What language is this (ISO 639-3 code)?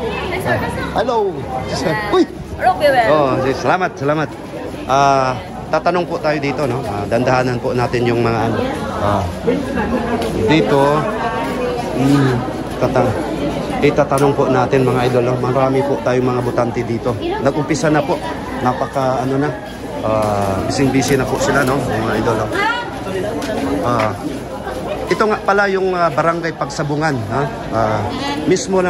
fil